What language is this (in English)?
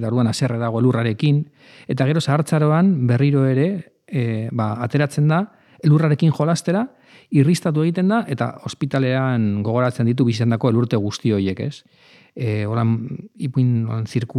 Basque